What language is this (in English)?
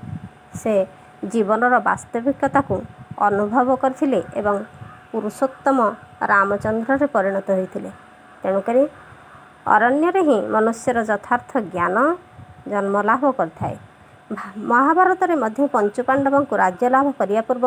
Odia